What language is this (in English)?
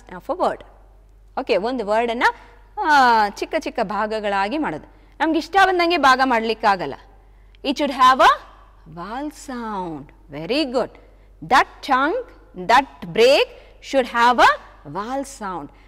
Kannada